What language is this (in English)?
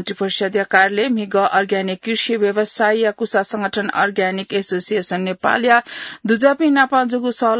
Newari